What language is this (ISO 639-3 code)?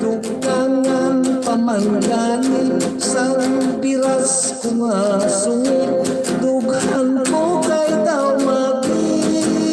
hil